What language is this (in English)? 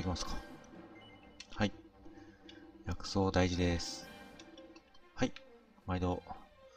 Japanese